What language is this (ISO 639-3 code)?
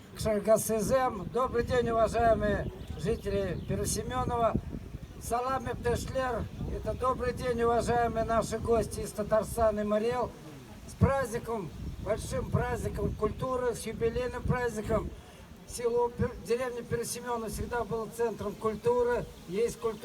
chv